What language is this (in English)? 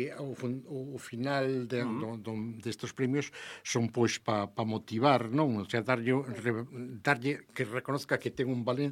Galician